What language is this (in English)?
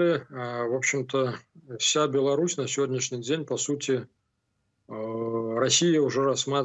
Russian